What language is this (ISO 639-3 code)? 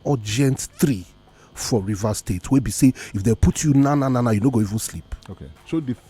pcm